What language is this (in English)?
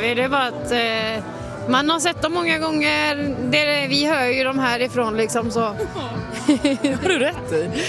Swedish